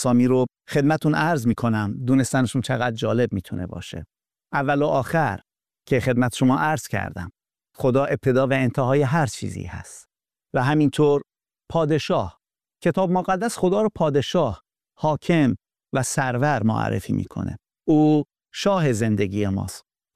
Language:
Persian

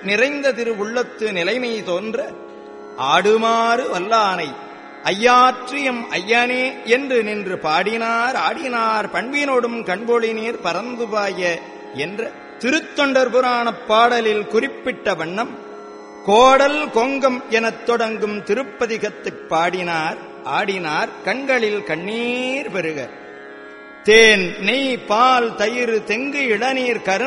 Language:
Tamil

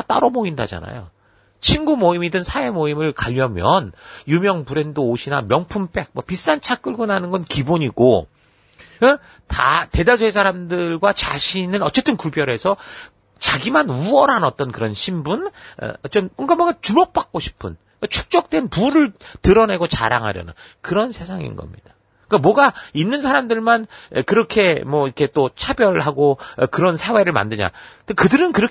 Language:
Korean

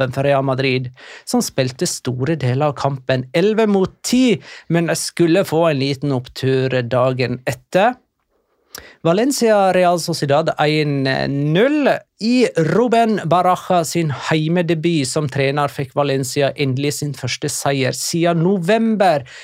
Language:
Norwegian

